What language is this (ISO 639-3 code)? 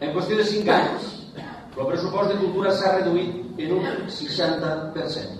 cat